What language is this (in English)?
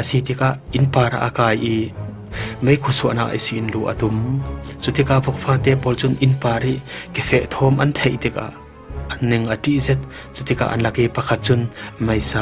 Falam Chin